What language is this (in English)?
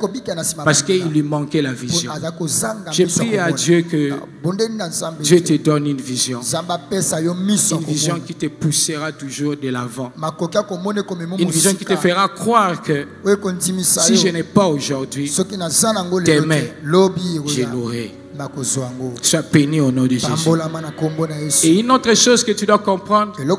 French